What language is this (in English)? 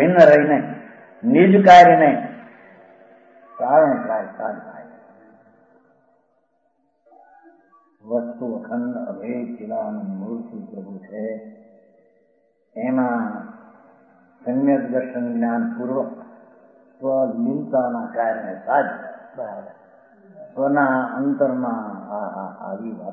Gujarati